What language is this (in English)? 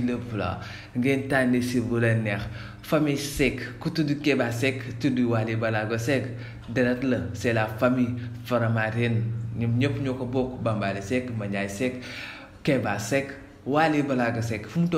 Wolof